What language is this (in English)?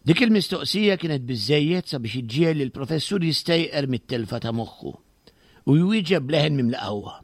Maltese